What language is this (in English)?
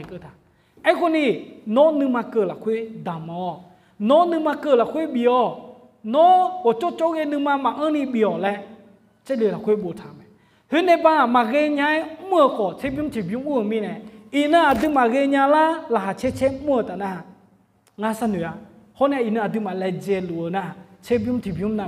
Akha